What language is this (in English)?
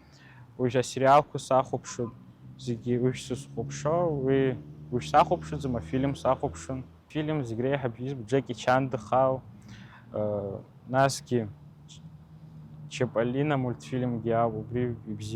Abkhazian